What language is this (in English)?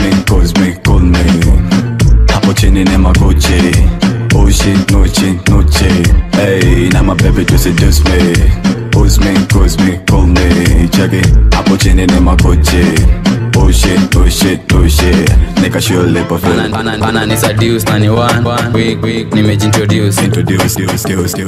Swahili